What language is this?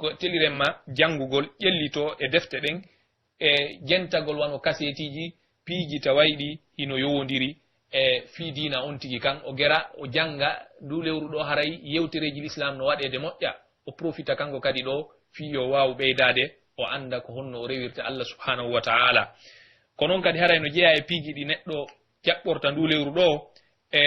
Pular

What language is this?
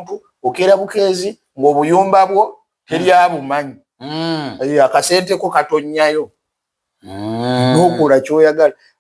Ganda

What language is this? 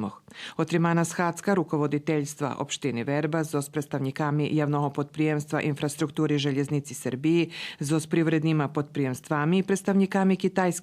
Rusyn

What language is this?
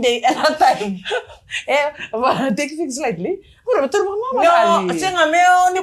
Fijian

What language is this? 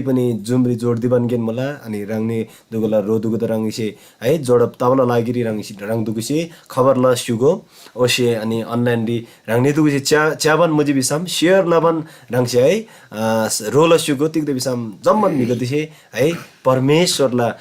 Eastern Tamang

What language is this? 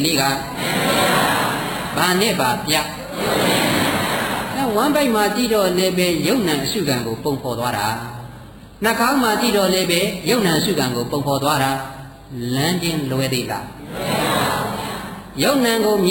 Burmese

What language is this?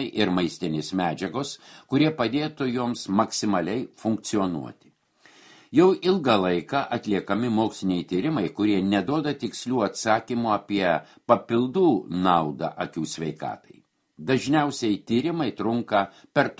Lithuanian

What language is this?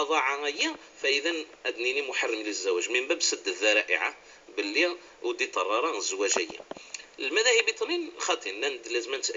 Moroccan Arabic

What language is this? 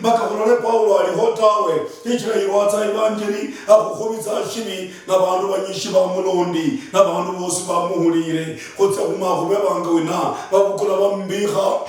Luyia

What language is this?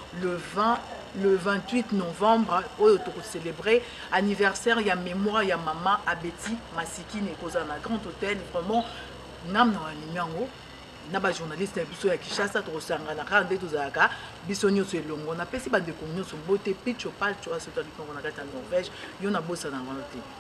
Lingala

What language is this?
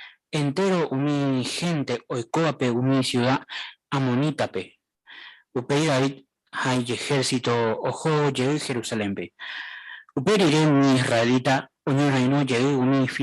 Guarani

